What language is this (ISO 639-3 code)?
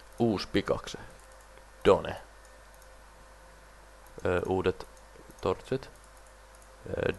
fin